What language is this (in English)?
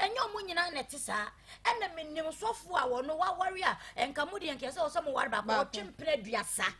Akan